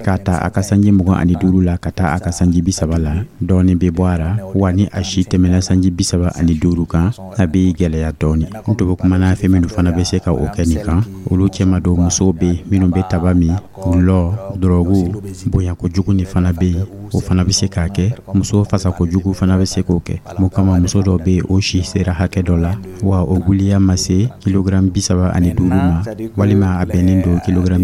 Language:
Dyula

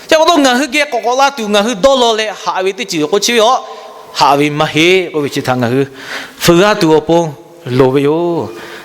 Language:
Lahu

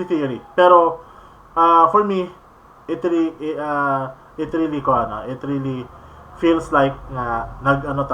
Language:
Cebuano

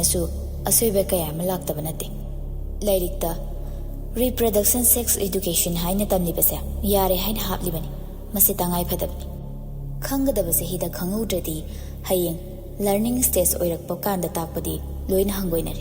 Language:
Manipuri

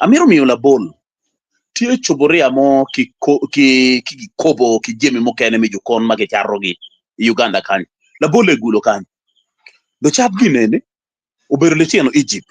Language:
Acoli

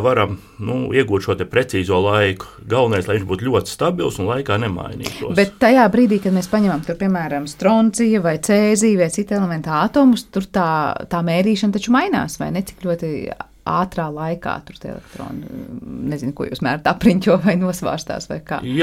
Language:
Latvian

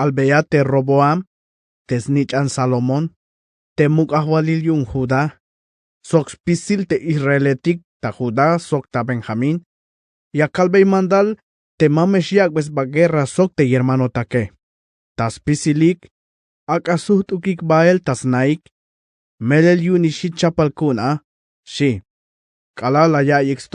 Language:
Tzeltal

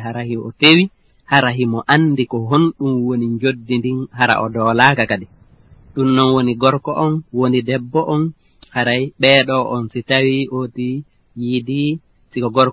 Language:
Fula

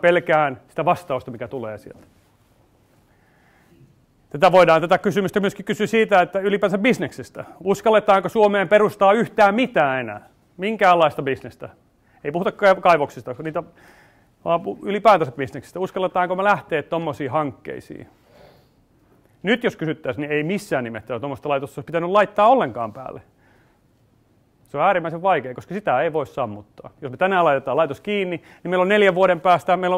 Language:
Finnish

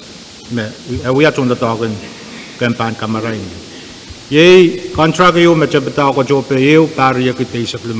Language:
Pohnpeian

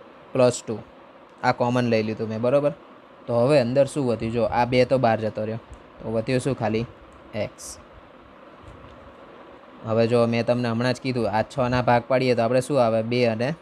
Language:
Gujarati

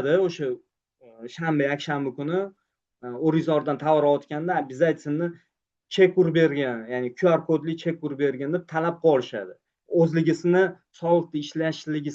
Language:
Uzbek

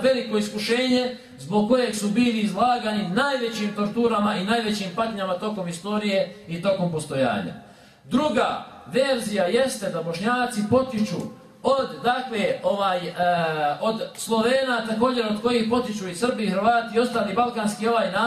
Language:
Bosnian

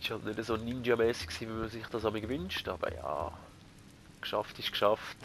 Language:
Swiss German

